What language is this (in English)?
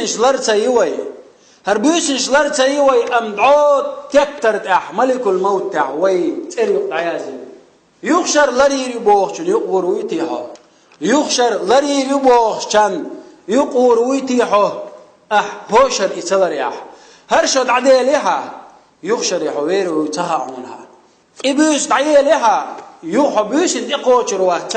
Chechen